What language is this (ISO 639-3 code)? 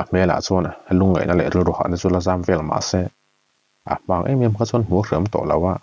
lus